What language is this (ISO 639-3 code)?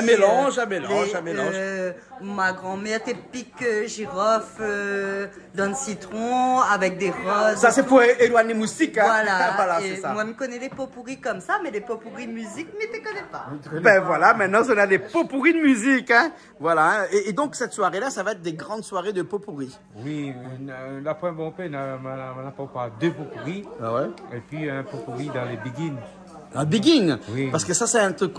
rcf